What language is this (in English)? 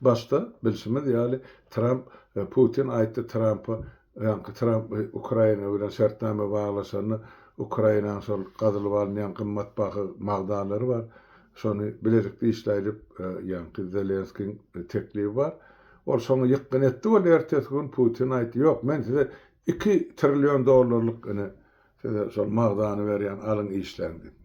Turkmen